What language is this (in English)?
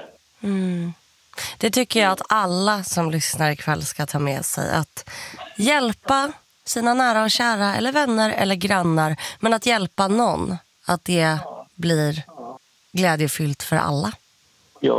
Swedish